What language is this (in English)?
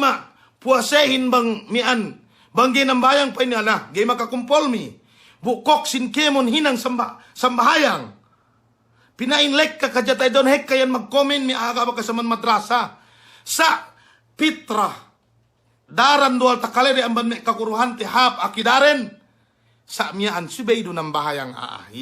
Yakan